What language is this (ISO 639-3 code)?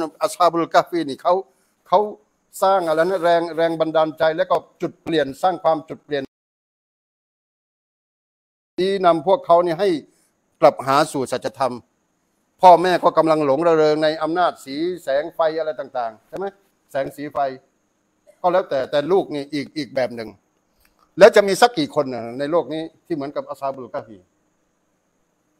tha